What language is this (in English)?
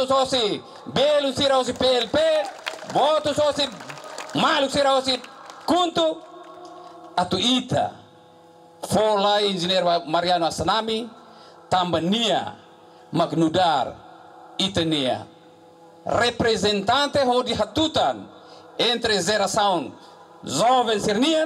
Tetum